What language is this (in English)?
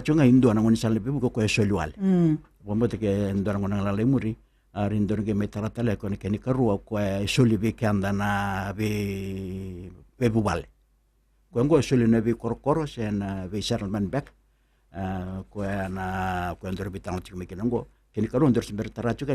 Fijian